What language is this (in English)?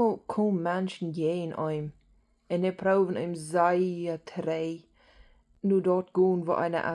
Plautdietsch